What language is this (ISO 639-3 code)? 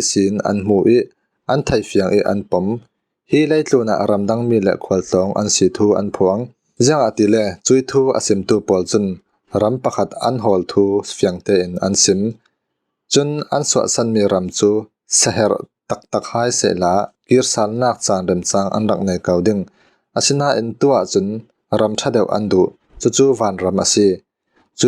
cfm